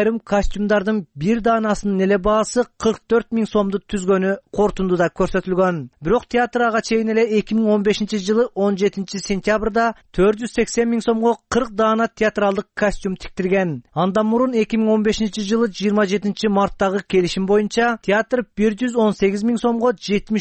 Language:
Kyrgyz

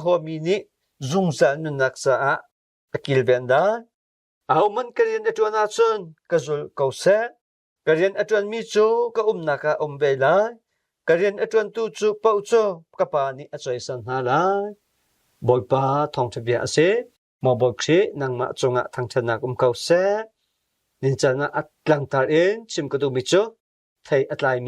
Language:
Hakha Chin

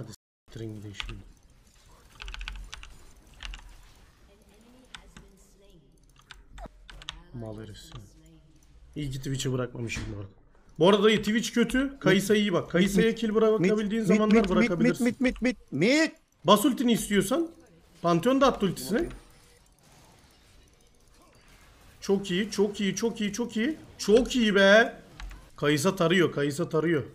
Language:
Turkish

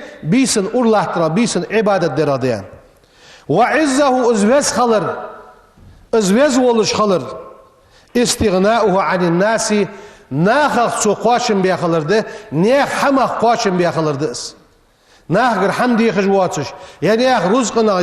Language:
Ingush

